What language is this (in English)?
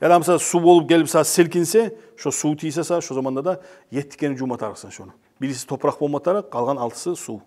Kumyk